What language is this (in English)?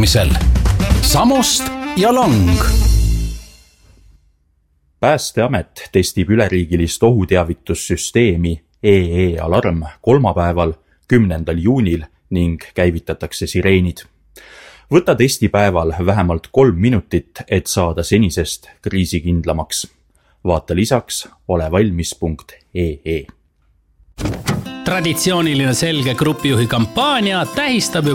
Estonian